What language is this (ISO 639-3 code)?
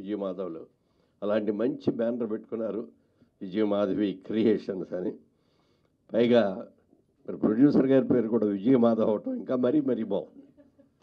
tel